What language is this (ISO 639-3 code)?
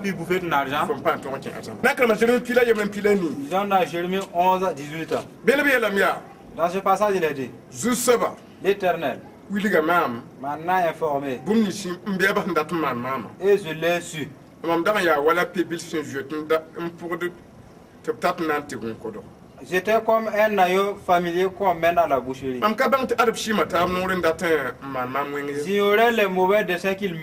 mos